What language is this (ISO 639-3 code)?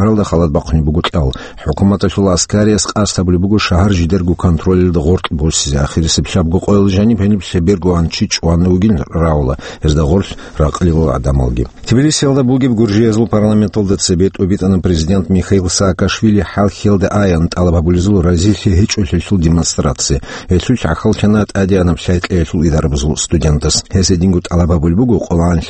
ava